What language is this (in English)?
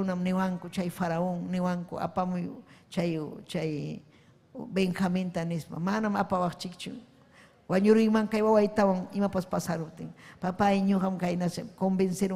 Ayacucho Quechua